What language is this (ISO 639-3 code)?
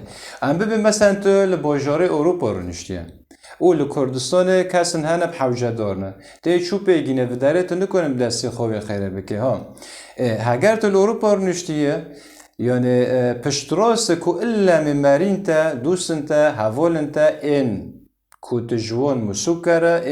kur